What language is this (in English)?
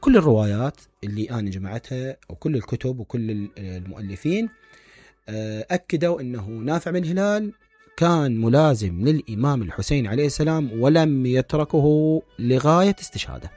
Mesopotamian Arabic